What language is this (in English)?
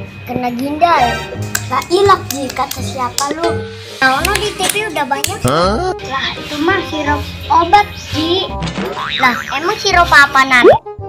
Betawi